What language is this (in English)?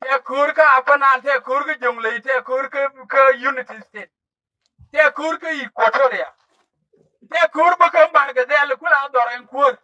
Nuer